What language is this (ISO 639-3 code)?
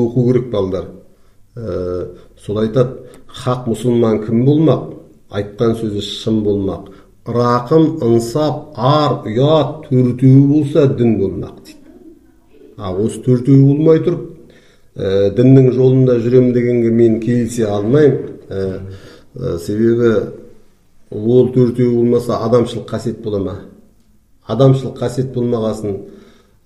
kaz